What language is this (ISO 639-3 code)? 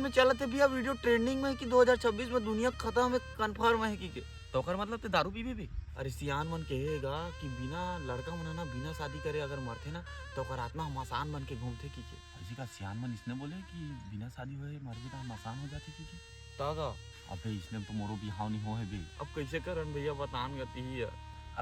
hne